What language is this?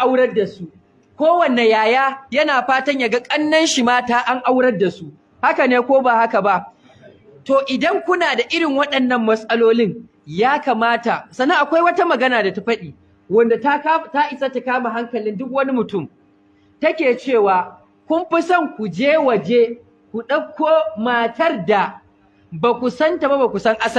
Hausa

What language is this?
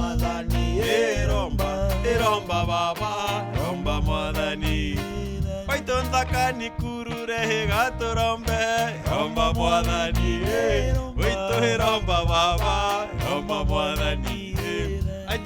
Meru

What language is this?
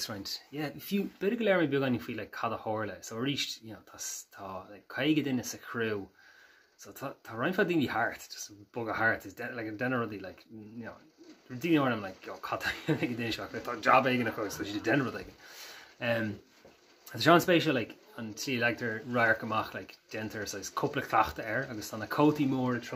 Irish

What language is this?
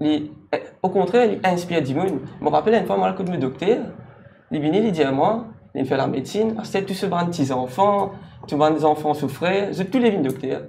Morisyen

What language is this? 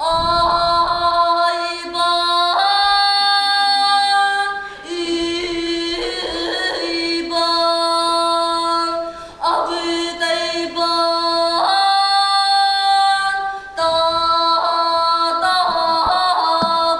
Yakut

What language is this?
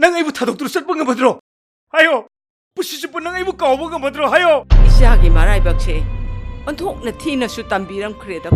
Manipuri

